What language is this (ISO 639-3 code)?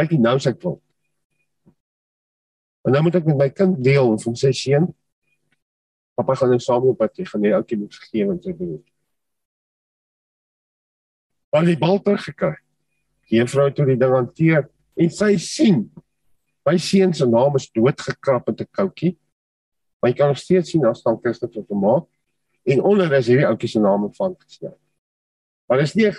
afr